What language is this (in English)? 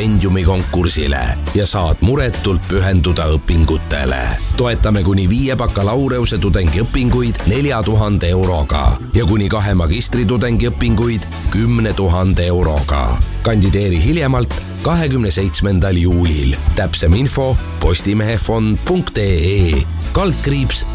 Estonian